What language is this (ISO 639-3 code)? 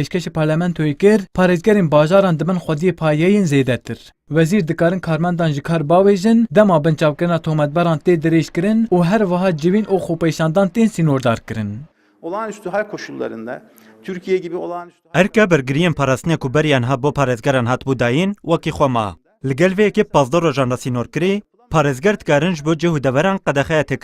kur